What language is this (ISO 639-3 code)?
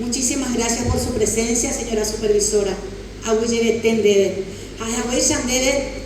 grn